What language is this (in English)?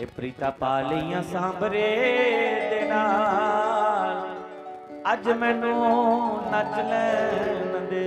Dogri